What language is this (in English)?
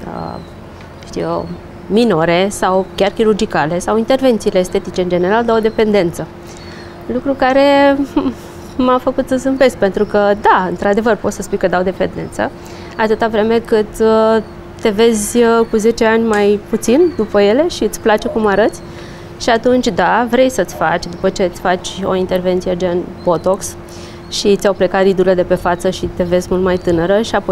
Romanian